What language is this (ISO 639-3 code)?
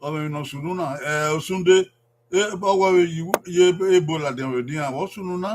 bin